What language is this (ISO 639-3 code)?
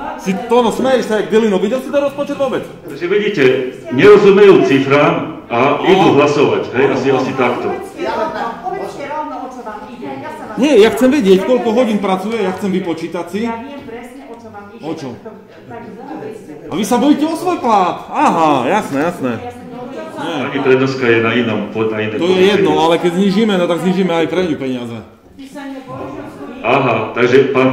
slk